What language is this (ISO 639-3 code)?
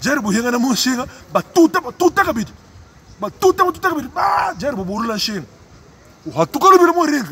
lua